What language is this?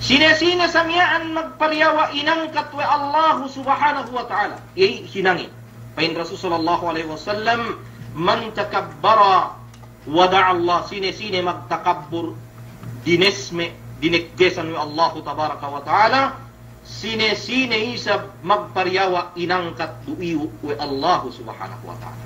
Yakan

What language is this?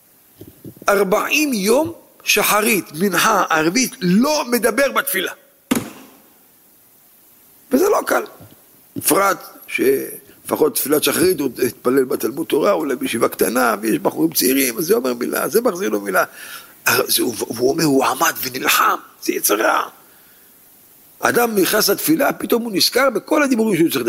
Hebrew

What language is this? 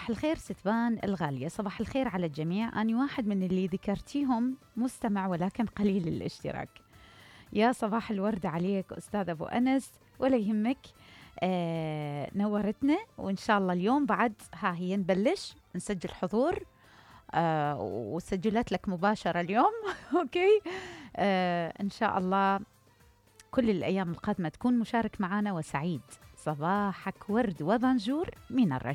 Mesopotamian Arabic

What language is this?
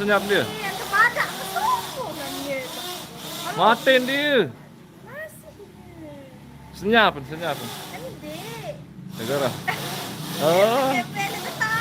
Sasak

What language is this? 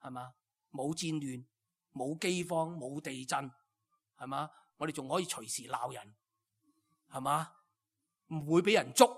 Cantonese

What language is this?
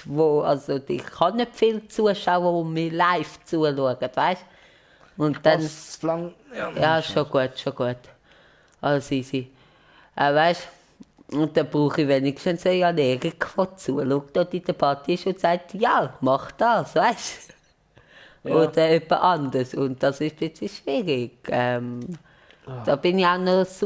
Swiss German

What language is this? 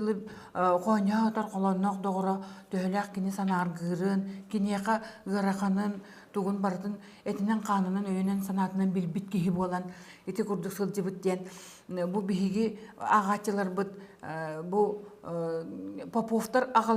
Yakut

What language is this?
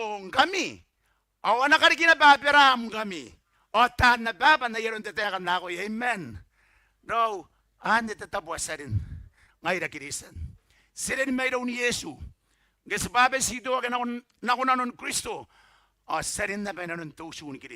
Gilbertese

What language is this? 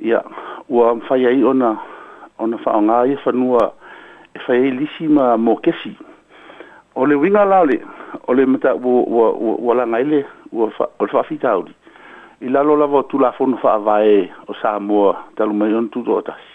Samoan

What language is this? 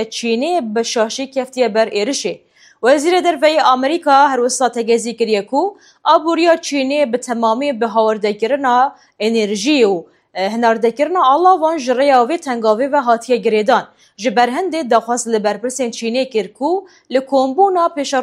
Kurdish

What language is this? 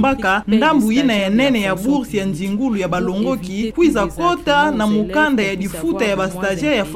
Kituba (Democratic Republic of Congo)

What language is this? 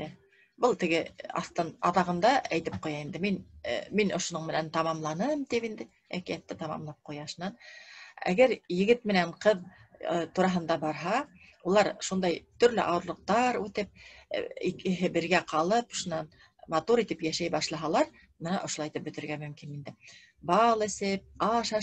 Bashkir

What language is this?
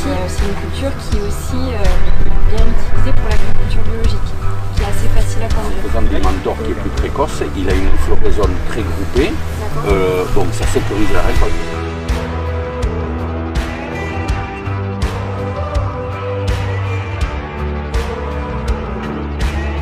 French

